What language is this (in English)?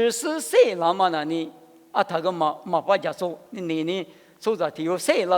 Lisu